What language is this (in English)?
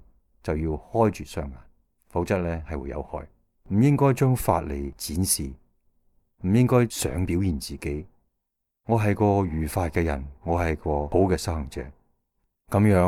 Cantonese